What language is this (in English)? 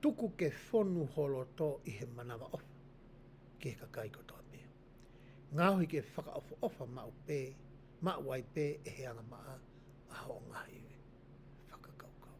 Tongan